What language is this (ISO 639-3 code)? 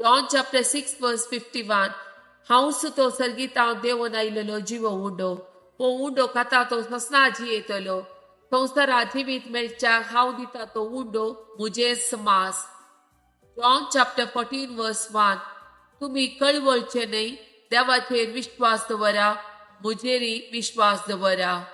kok